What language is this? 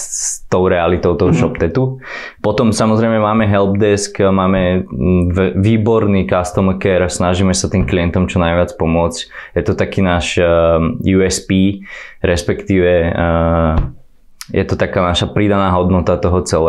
Slovak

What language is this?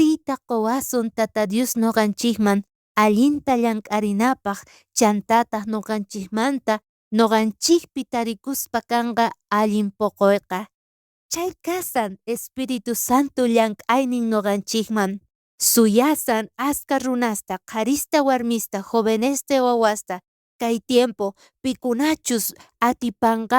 South Bolivian Quechua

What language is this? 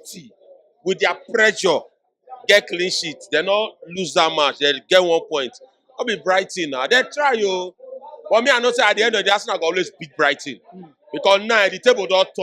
Nigerian Pidgin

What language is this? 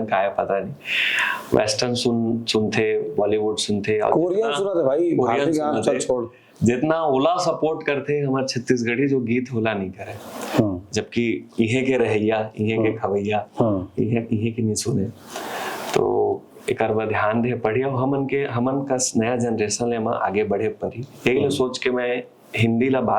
Chhattisgarhi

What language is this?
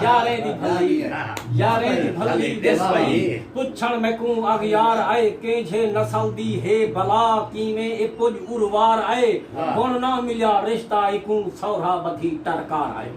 Saraiki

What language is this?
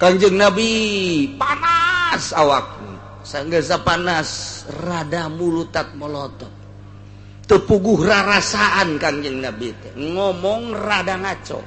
Sundanese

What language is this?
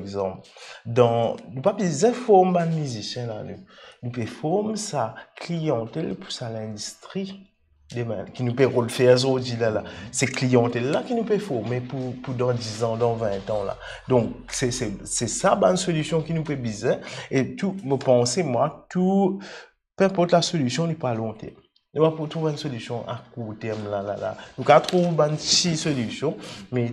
Morisyen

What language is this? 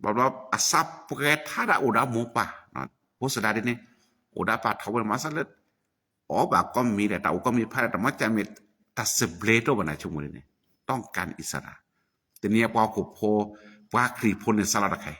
S'gaw Karen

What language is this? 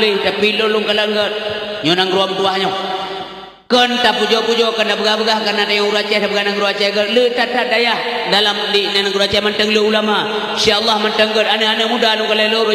Achinese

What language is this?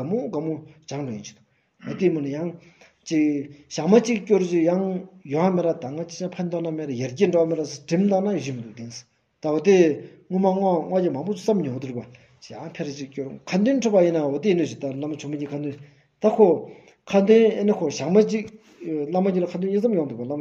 Stod Bhoti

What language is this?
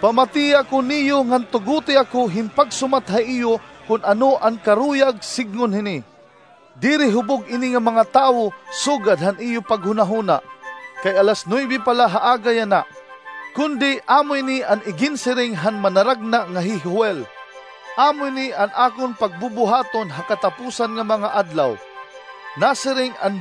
Waray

